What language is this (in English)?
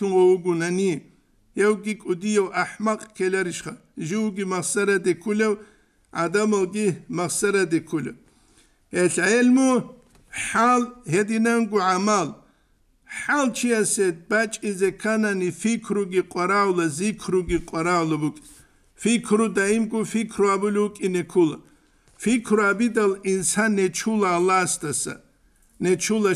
Avaric